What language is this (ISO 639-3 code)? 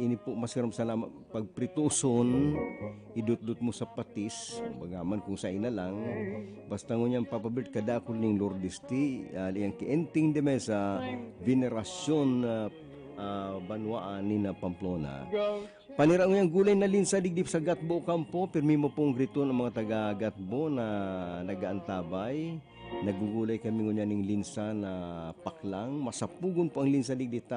bik